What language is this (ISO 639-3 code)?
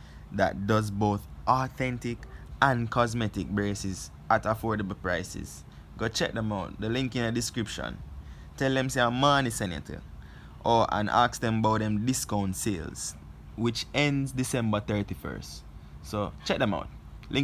jam